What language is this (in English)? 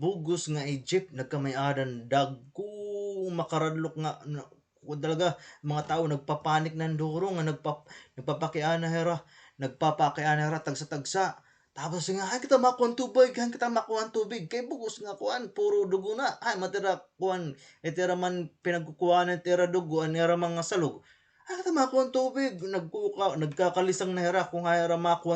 Waray